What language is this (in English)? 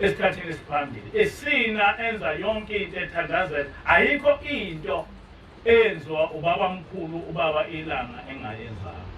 Zulu